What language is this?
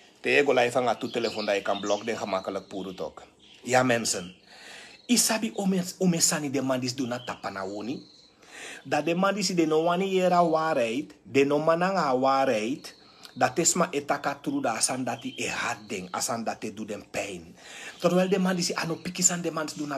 Sranan Tongo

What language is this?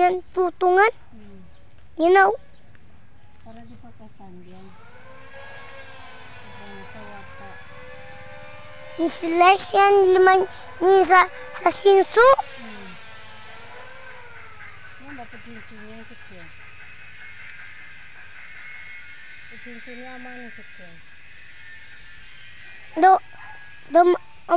Filipino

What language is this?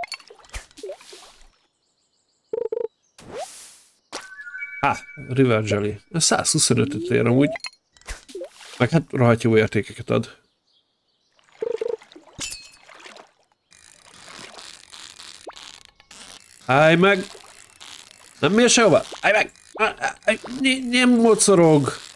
Hungarian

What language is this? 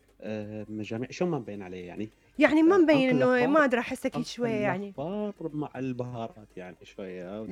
Mesopotamian Arabic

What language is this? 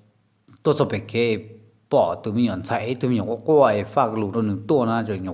Hmong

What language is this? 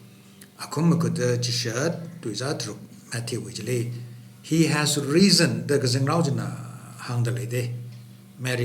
Tangkhul Naga (India)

